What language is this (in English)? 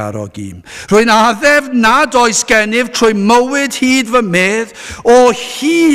Welsh